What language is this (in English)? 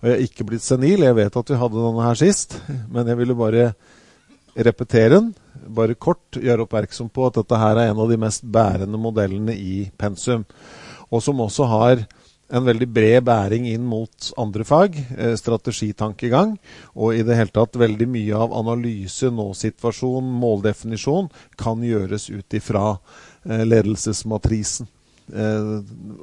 Norwegian